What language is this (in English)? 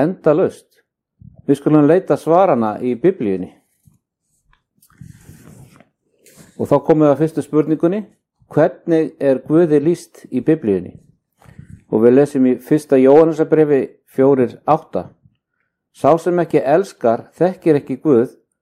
Icelandic